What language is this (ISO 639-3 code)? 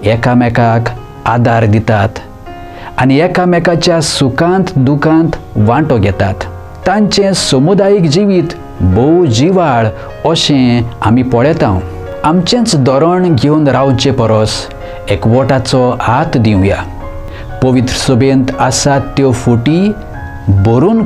kok